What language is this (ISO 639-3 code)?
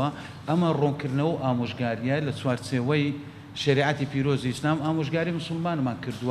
ckb